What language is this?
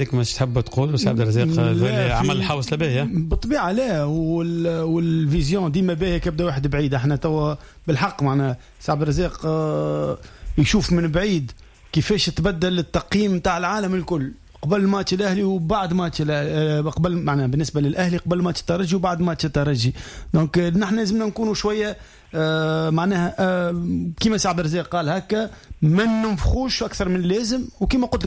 Tunisian Arabic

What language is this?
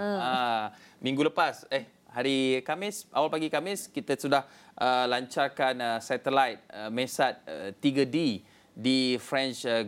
Malay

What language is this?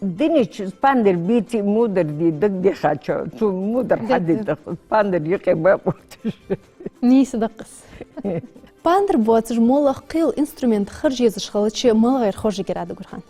Ingush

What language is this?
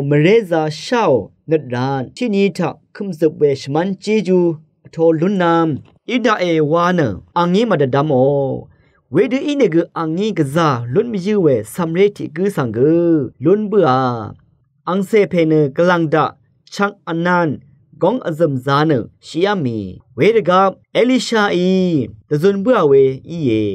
Rawang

